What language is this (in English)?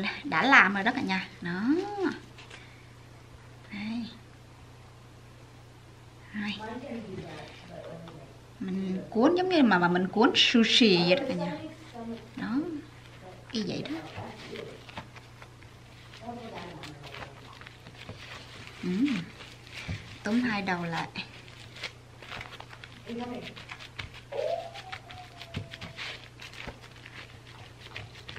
Vietnamese